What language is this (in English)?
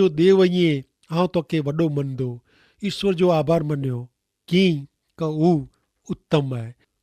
Kachhi